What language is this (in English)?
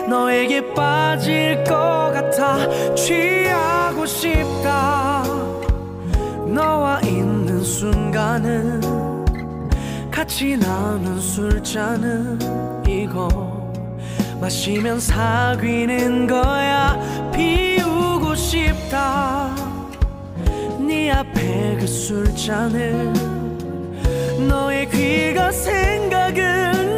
Korean